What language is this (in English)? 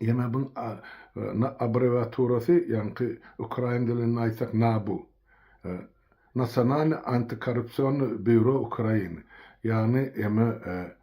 Turkmen